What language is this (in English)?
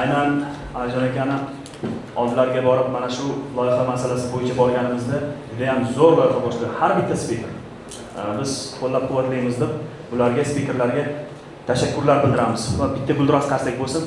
Uzbek